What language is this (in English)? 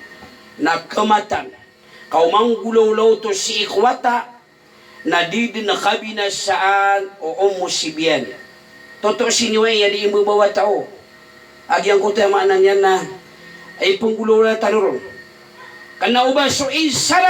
Maranao